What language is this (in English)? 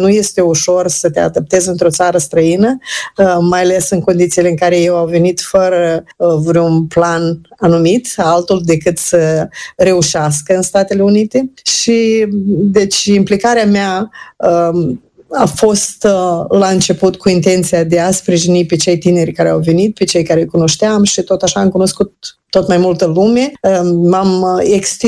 Romanian